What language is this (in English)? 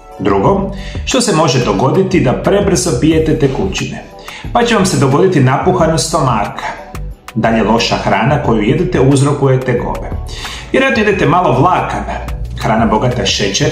Croatian